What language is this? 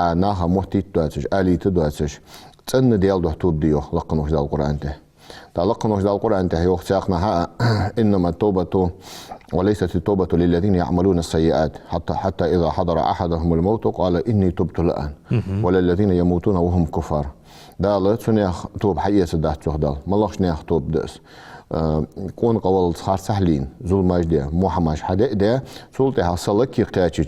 Ingush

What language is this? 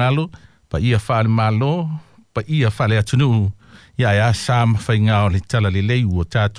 Samoan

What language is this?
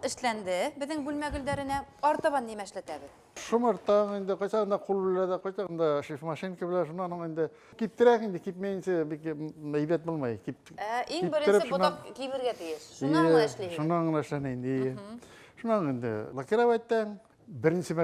Bashkir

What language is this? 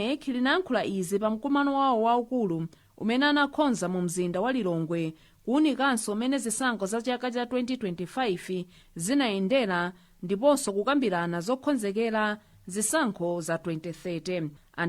Nyanja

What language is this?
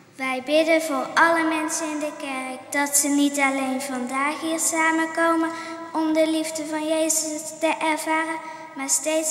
Dutch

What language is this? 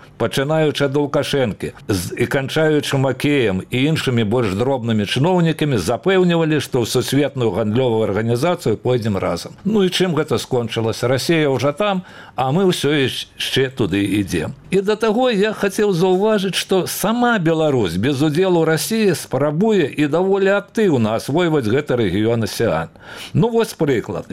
Belarusian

